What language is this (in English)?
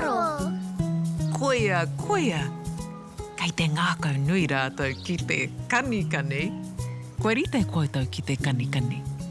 Māori